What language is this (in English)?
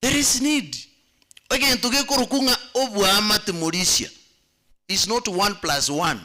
Gusii